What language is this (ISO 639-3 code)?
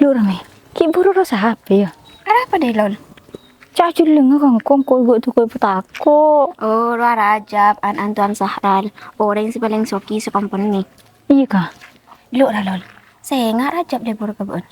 mad